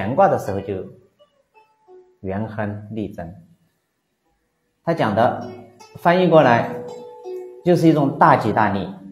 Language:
Chinese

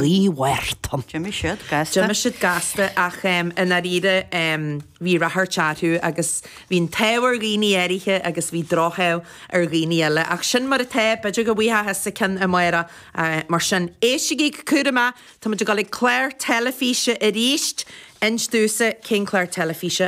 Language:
Irish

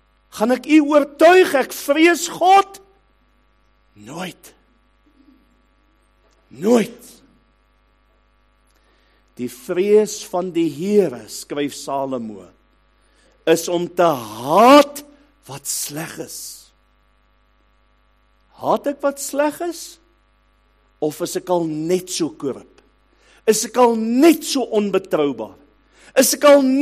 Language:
Afrikaans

